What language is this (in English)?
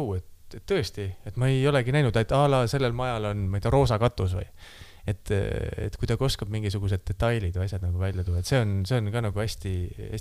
Estonian